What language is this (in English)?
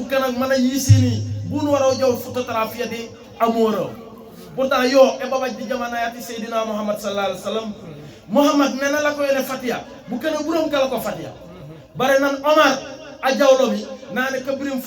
Wolof